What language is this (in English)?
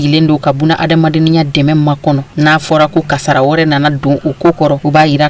Bambara